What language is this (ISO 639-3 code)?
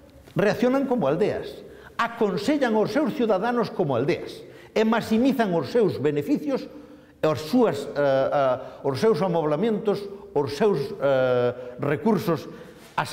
glg